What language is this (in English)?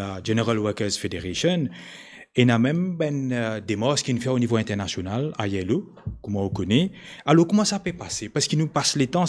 Morisyen